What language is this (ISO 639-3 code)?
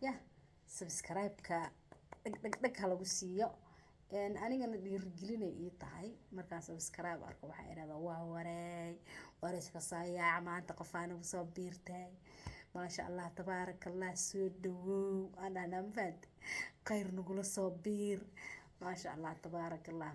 som